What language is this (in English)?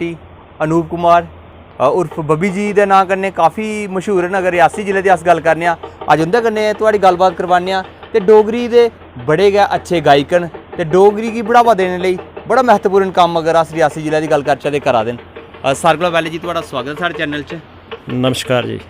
Dogri